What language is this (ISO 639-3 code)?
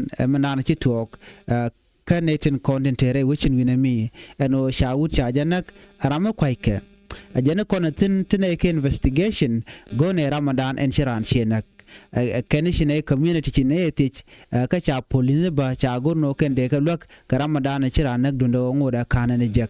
nus